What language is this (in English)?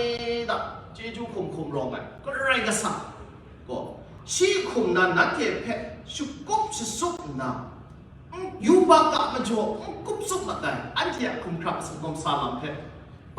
Kachin